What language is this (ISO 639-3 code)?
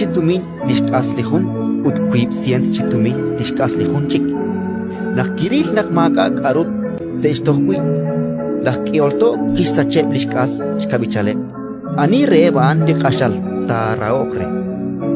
kek